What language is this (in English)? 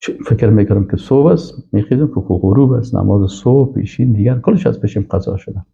Persian